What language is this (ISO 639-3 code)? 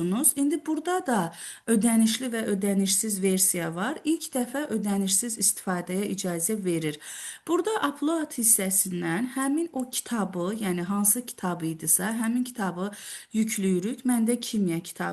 aze